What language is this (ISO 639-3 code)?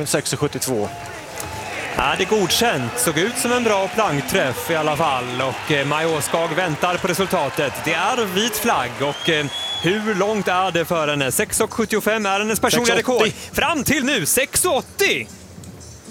swe